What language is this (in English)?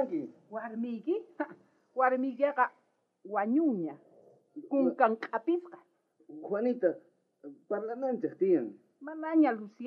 South Bolivian Quechua